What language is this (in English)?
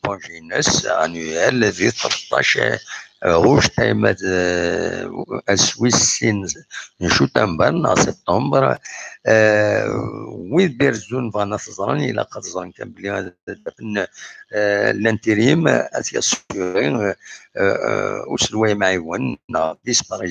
Kabyle